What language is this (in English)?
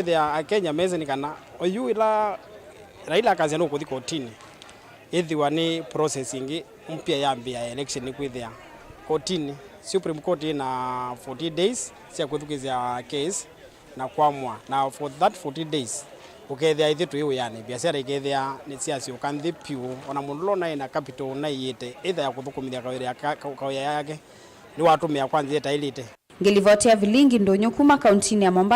Kamba